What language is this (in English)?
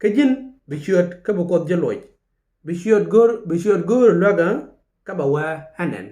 Nuer